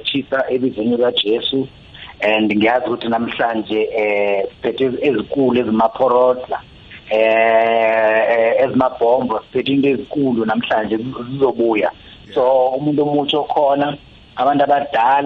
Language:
South Ndebele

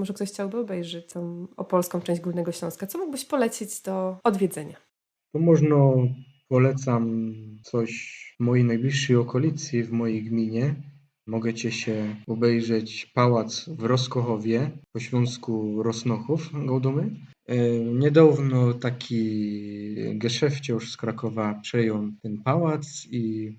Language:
Silesian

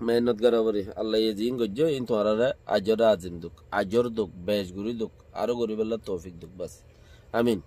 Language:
Rohingya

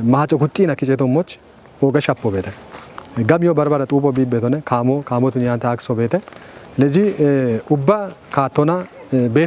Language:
Kafa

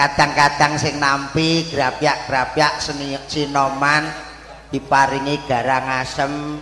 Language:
Javanese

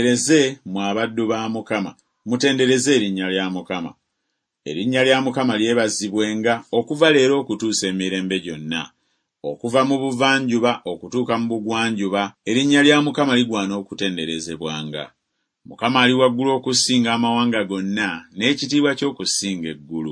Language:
Ganda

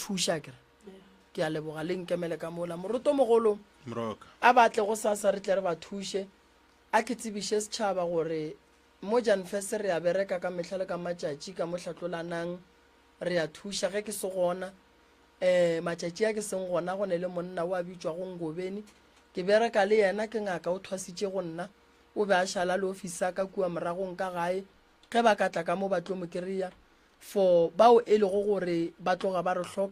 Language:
Northern Sotho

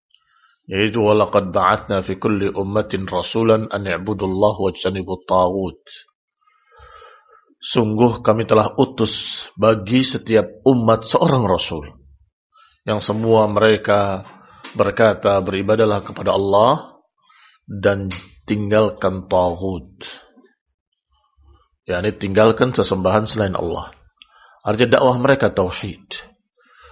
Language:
Indonesian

